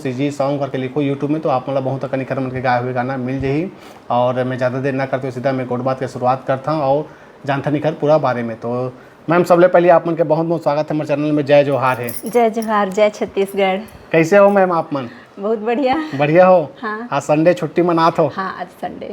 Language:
Chhattisgarhi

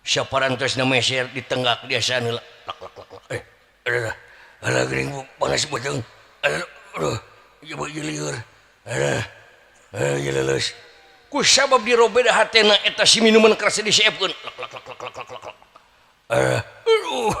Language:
Sundanese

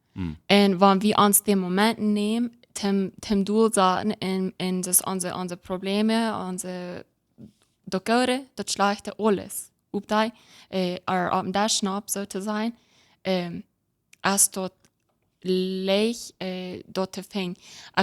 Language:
Plautdietsch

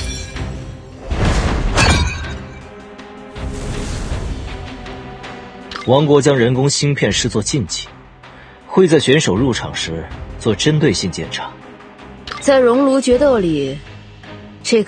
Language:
Chinese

